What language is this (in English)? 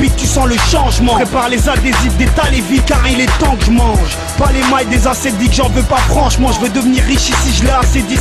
French